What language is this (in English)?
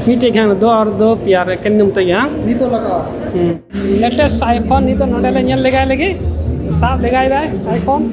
Santali